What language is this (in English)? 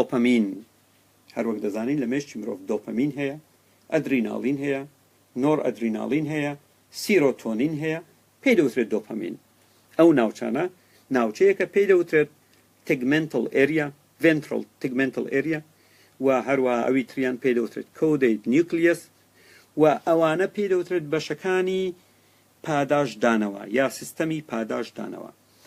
Central Kurdish